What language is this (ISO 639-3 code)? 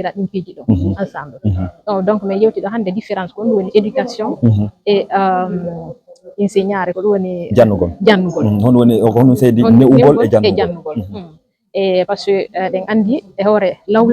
ful